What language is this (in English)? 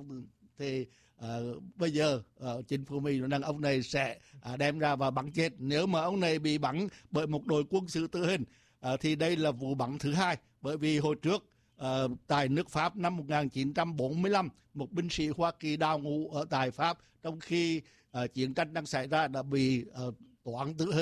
Vietnamese